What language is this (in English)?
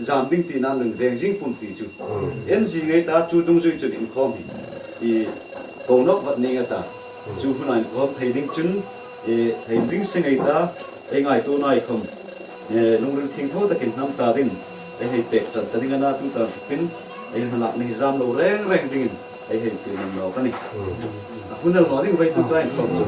Hmar